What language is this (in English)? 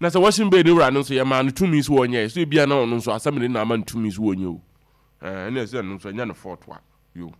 Akan